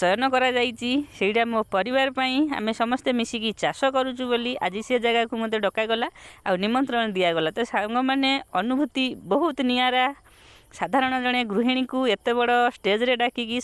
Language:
Odia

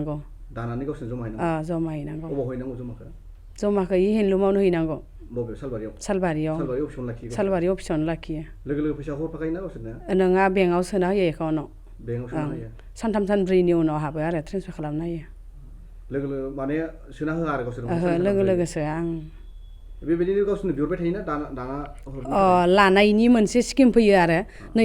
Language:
Bodo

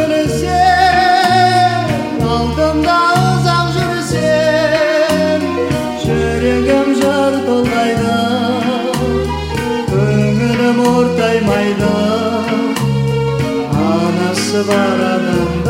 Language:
Kazakh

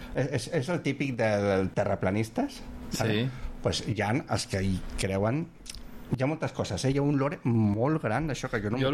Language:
Catalan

